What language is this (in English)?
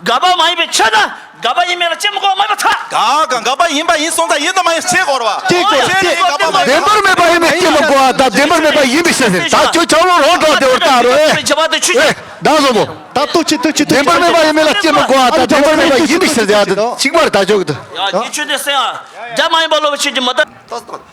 Tibetan